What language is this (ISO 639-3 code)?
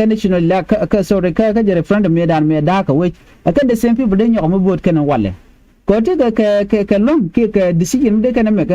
nus